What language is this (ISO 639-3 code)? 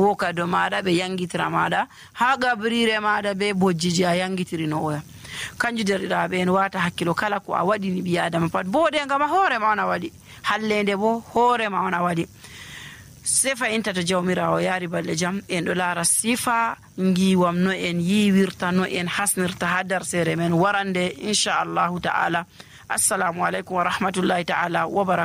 fuv